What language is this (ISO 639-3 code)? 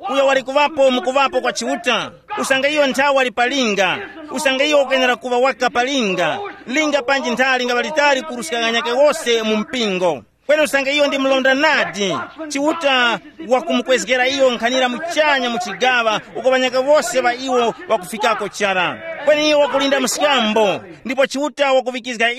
tum